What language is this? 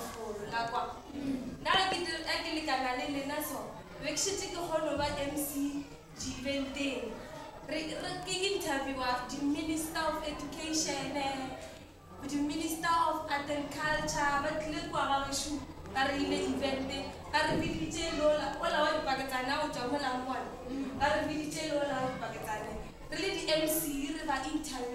Northern Sotho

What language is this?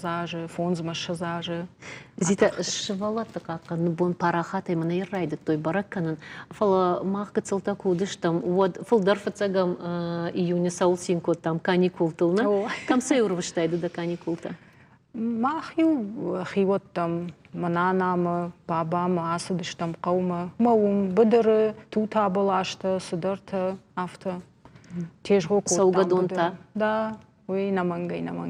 Ossetic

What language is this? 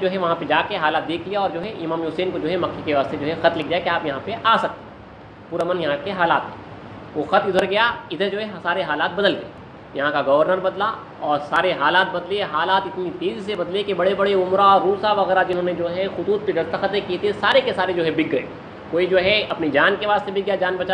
Urdu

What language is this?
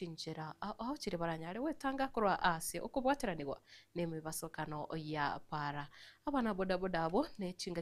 Gusii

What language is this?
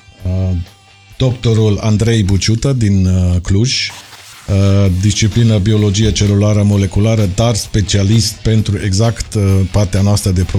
Romanian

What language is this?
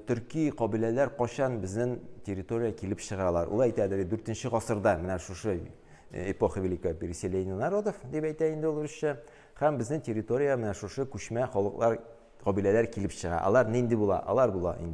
Tatar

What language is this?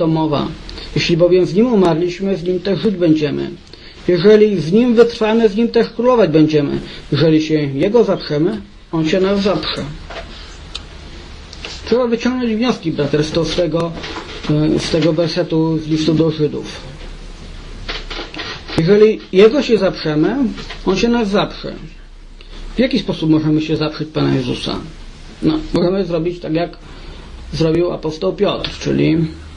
Polish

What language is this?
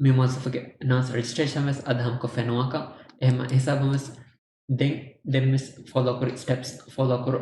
Divehi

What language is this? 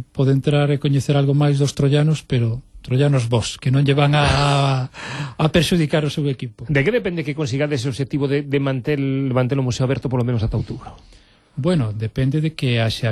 Galician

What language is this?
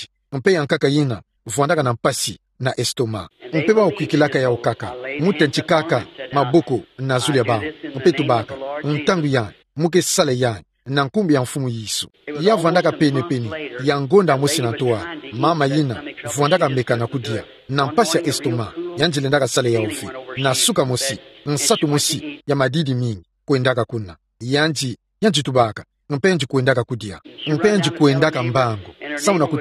Kituba (Democratic Republic of Congo)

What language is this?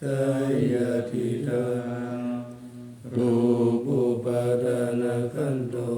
Pali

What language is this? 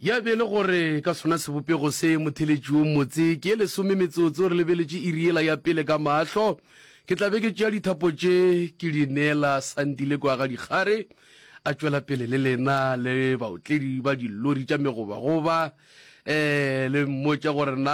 Northern Sotho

